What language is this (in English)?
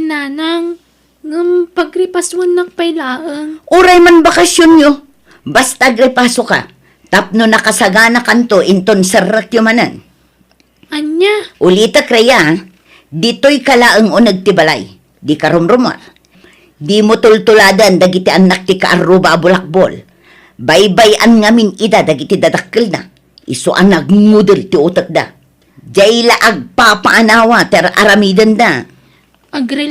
Iloko